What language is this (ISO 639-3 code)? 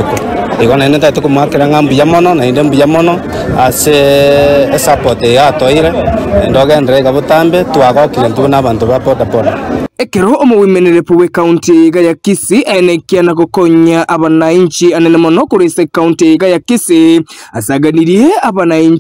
guz